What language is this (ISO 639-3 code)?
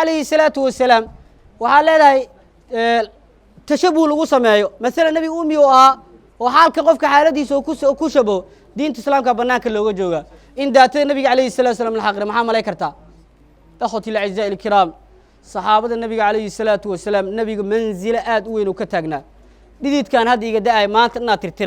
som